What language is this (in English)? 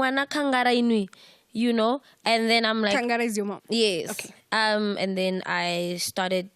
Venda